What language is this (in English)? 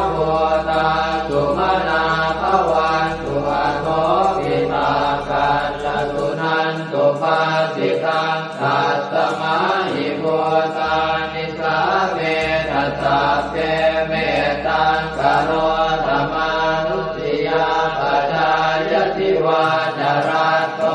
Pali